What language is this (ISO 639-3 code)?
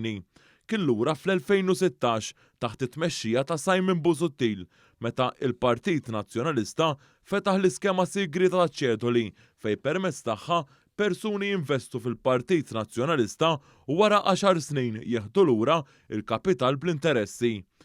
mlt